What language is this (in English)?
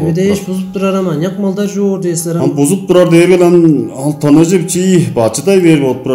Tuvinian